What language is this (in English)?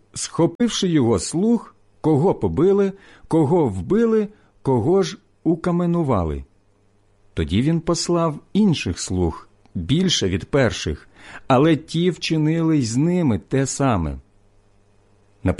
Ukrainian